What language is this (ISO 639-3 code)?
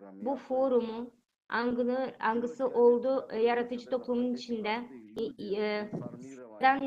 gag